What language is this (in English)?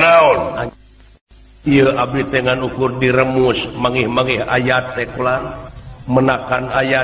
Sundanese